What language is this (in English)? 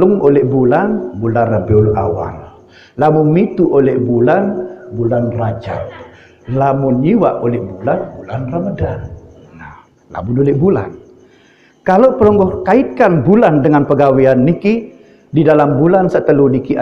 Sasak